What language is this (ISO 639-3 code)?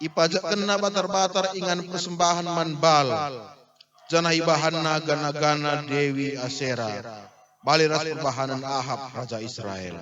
btx